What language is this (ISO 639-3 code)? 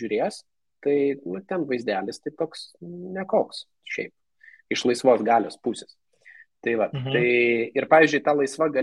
lit